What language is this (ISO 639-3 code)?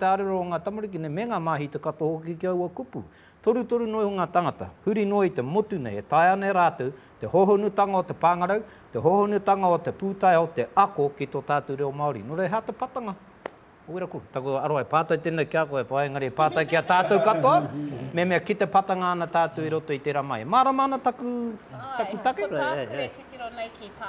mri